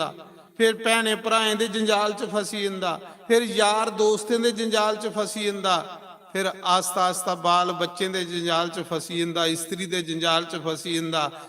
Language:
Dogri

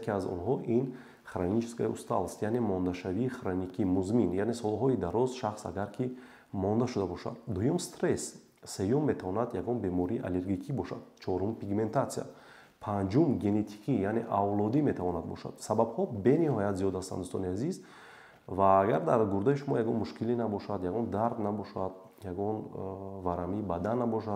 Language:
Tajik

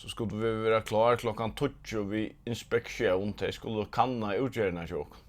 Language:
Faroese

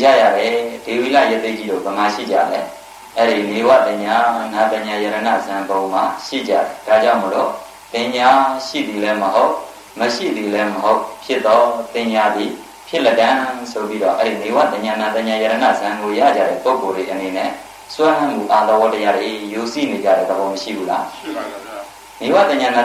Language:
Burmese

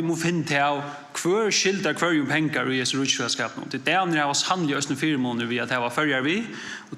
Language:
Faroese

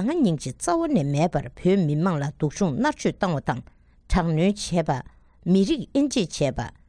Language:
Tibetan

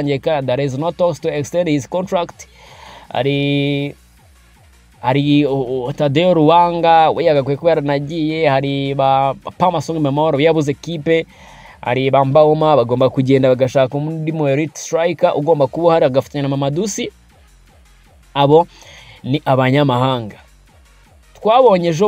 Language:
Kinyarwanda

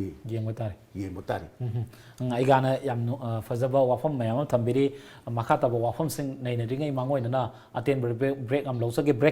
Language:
Manipuri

